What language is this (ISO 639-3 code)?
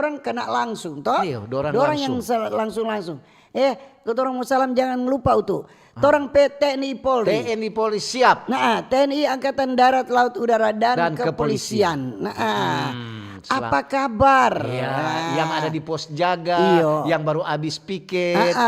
xmm